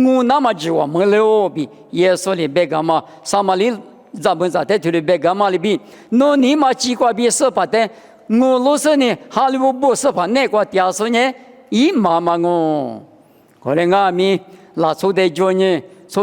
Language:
Lisu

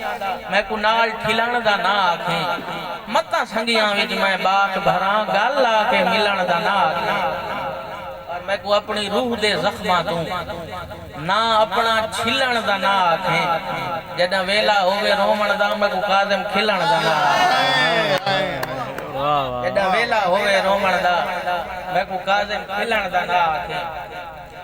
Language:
Saraiki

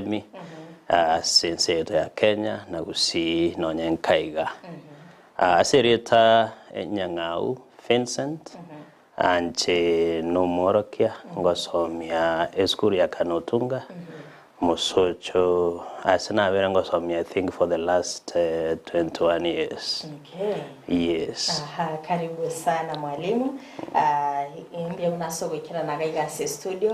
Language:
Gusii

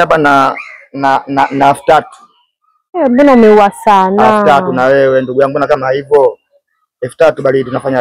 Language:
Swahili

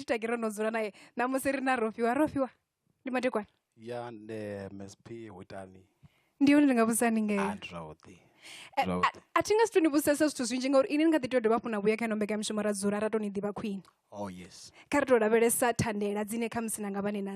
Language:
Venda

